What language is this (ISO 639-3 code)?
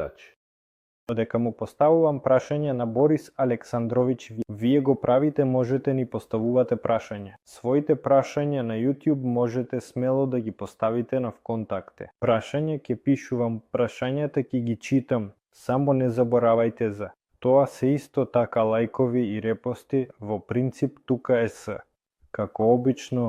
mkd